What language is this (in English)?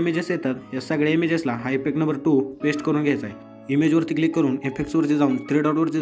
Marathi